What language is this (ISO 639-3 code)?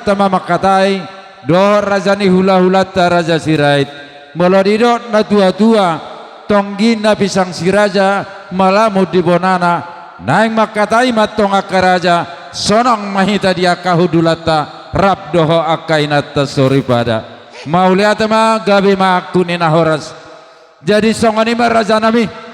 bbc